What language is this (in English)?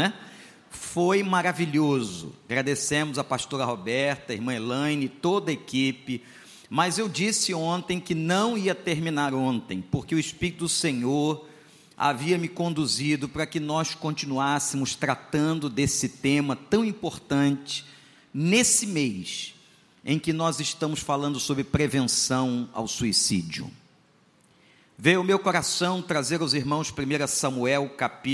Portuguese